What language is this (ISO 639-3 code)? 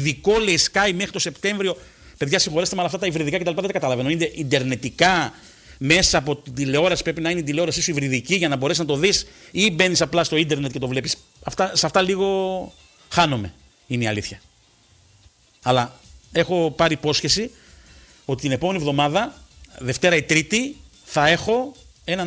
ell